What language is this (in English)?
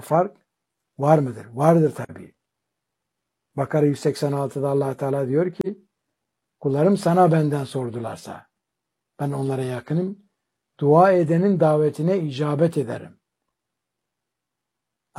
Turkish